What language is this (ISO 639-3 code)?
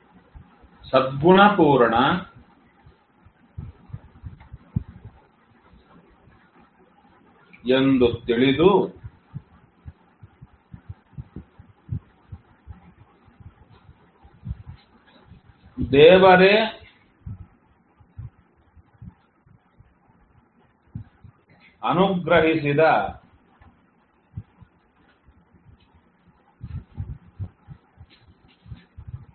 kan